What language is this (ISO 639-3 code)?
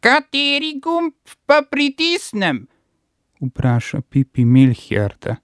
slv